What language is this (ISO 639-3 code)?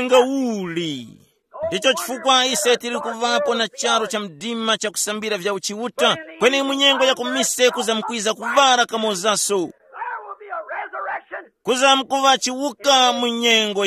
tum